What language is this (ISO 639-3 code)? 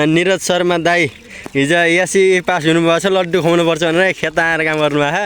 nep